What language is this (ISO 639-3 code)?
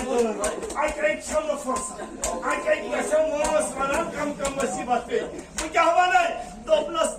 kas